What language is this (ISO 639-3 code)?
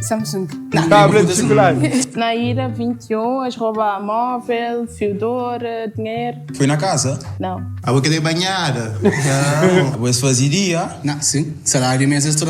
kea